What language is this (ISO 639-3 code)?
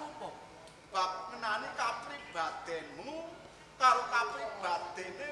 jav